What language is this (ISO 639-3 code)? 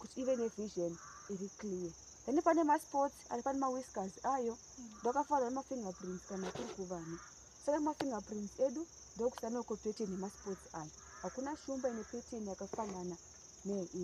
sna